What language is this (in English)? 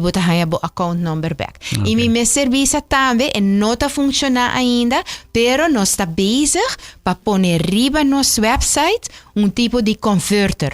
Papiamento